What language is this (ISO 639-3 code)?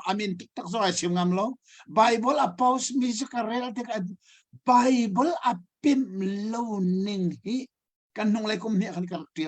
cnh